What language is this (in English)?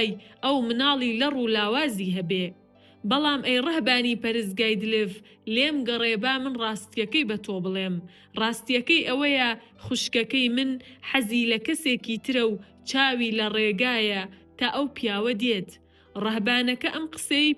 Central Kurdish